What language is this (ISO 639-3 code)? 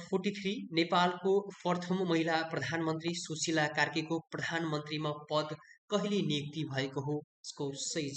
nep